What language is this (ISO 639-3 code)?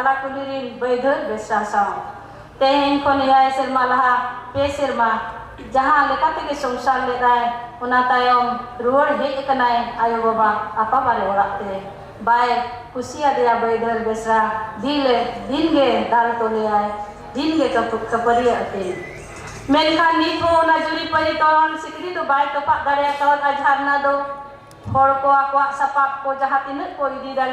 sat